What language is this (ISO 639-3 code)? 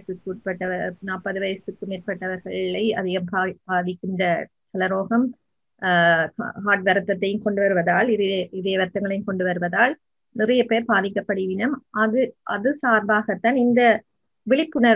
tam